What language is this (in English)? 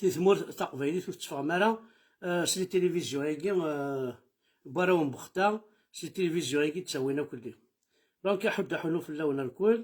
Kabyle